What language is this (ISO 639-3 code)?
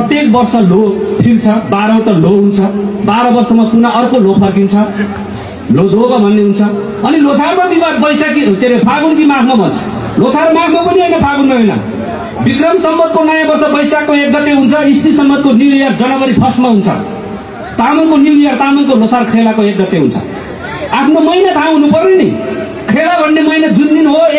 nep